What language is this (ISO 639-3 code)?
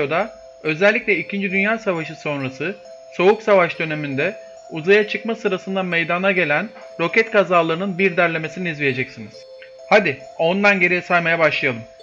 tur